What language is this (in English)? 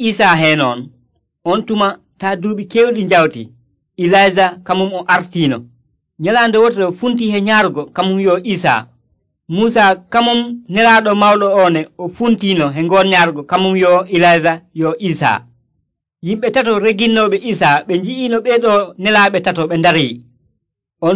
Nigerian Fulfulde